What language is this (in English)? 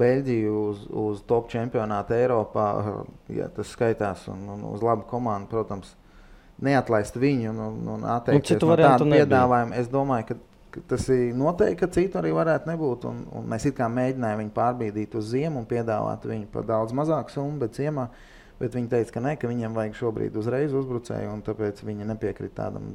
Latvian